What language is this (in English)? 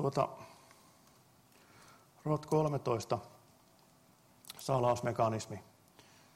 Finnish